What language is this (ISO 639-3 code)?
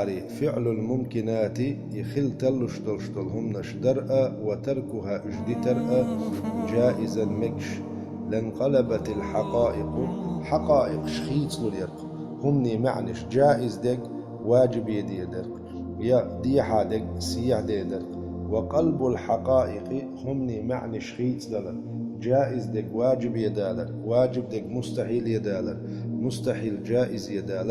che